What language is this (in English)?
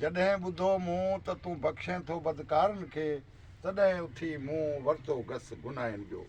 Sindhi